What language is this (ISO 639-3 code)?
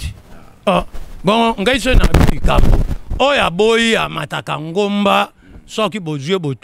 lin